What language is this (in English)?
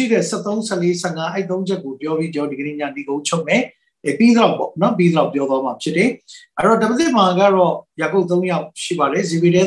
Burmese